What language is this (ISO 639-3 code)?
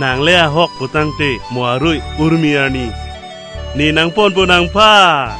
mjw